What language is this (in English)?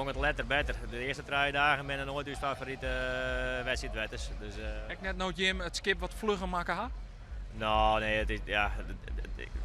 Western Frisian